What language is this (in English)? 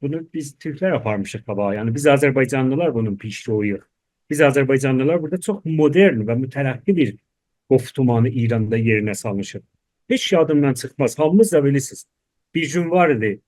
South Azerbaijani